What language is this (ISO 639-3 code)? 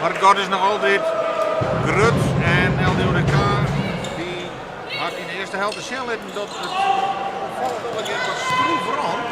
fry